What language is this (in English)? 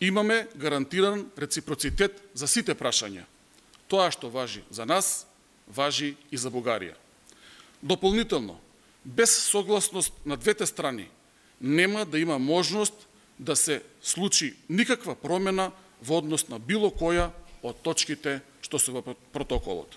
Macedonian